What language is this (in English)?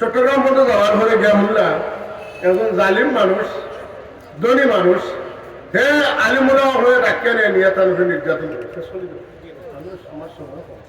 Sylheti